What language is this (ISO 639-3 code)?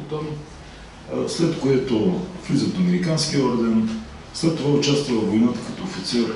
bul